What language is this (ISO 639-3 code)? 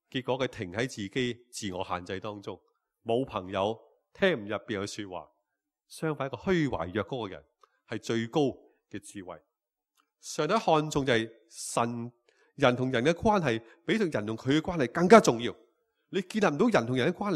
yue